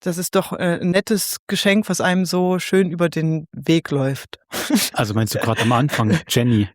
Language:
Swiss German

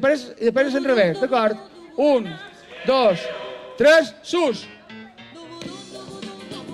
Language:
Catalan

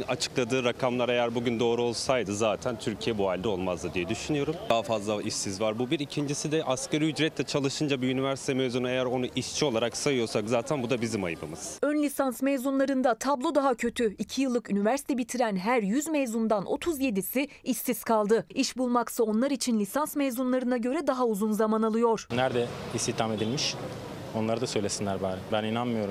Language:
Turkish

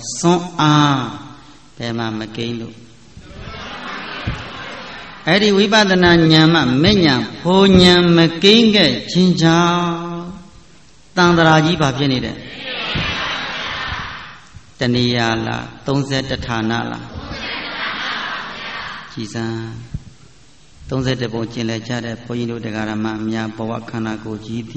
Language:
Burmese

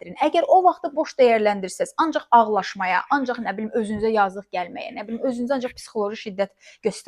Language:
Azerbaijani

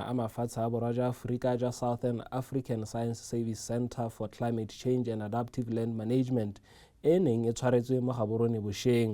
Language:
Tswana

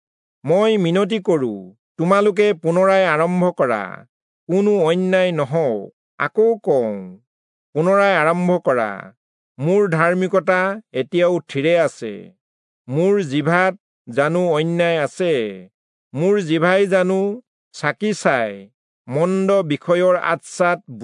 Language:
Assamese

